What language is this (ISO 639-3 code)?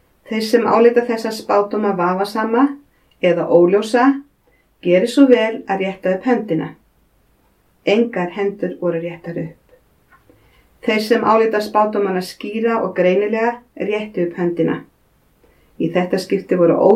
isl